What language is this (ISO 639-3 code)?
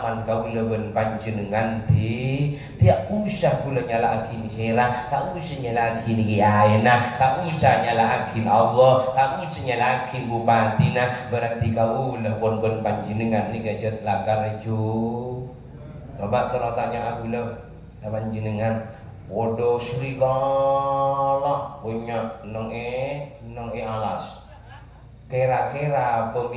mad